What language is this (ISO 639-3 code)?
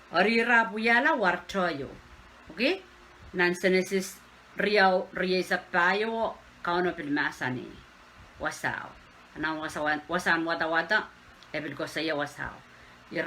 pon